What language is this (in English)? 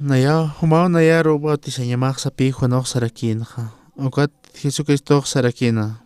Aymara